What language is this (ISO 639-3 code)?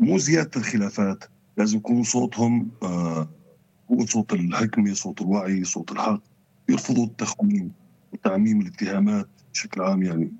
apc